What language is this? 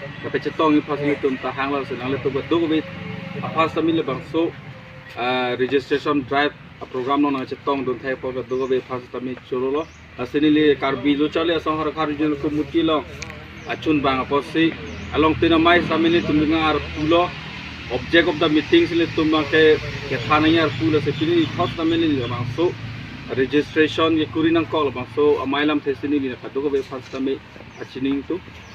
Karbi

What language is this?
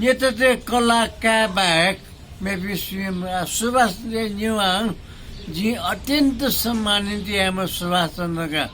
Newari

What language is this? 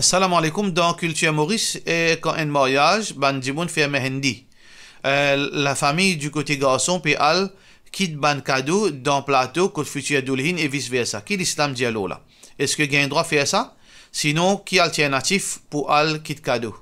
Morisyen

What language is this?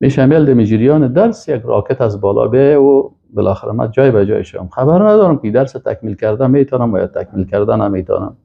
Persian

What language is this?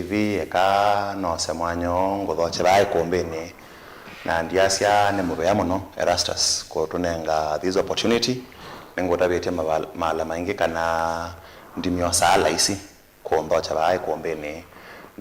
Kamba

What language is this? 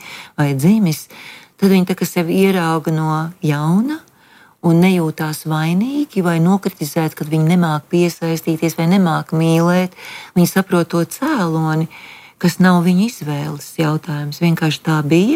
Latvian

